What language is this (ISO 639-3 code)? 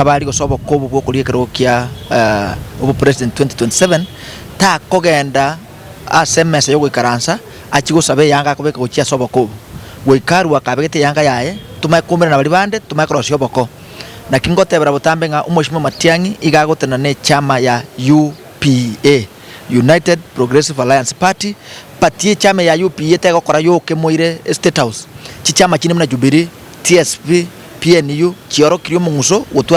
guz